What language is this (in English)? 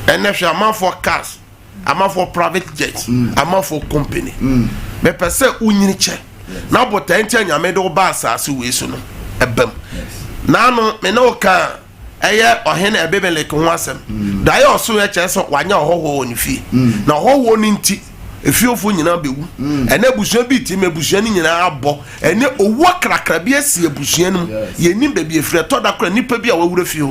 Akan